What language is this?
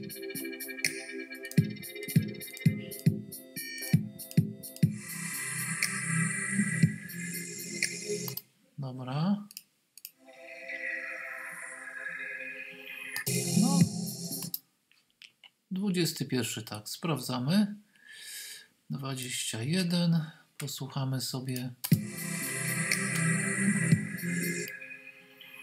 Polish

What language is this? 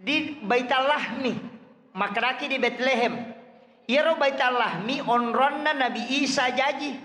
Buginese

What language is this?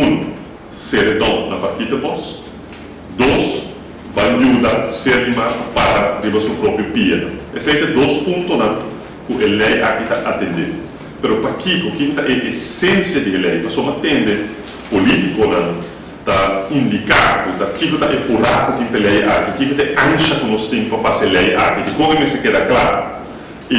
Papiamento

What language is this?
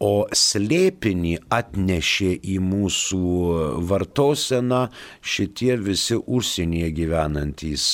Lithuanian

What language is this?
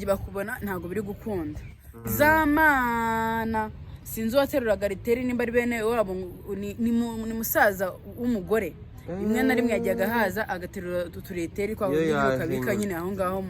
Kinyarwanda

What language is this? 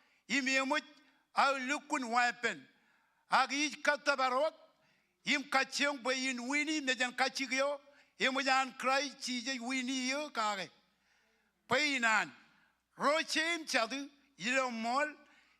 Marshallese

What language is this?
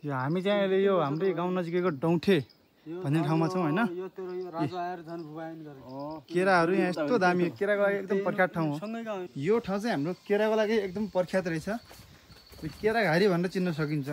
Nepali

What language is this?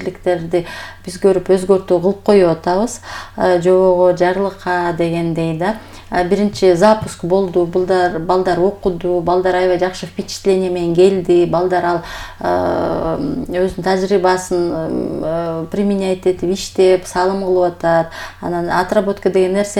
Kyrgyz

